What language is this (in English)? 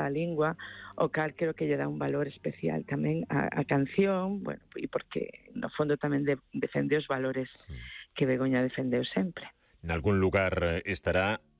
Galician